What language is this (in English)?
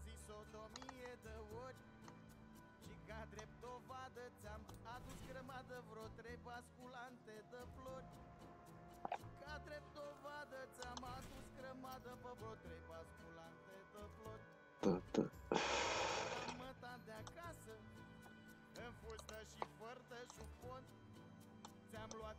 Romanian